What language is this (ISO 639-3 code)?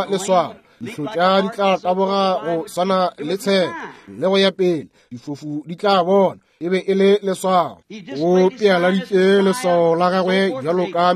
nso